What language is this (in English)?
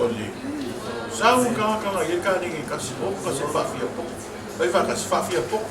Samoan